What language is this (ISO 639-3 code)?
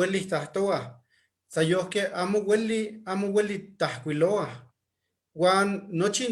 nhe